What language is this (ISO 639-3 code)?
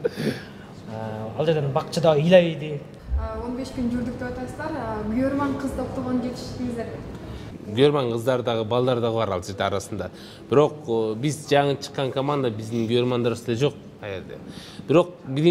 kir